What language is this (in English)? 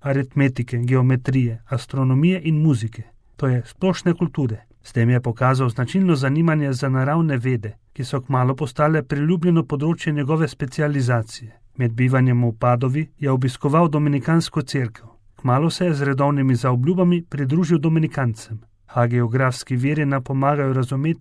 Slovenian